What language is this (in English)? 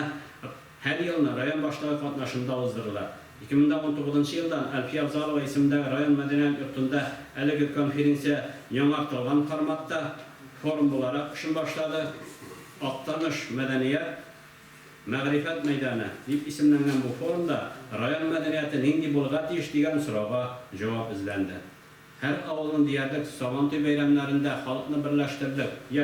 Tatar